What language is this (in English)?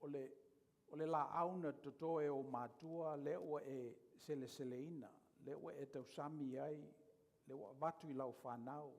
Samoan